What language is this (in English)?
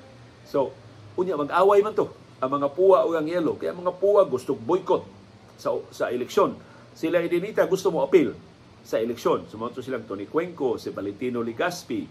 Cebuano